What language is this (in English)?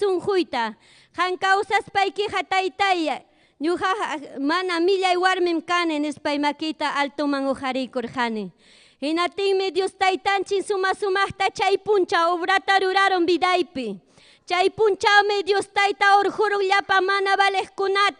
Ayacucho Quechua